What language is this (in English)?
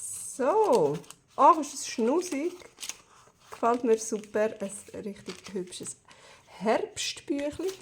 Swiss German